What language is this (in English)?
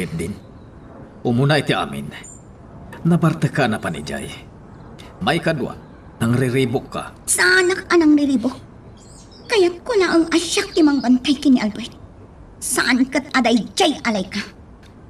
Iloko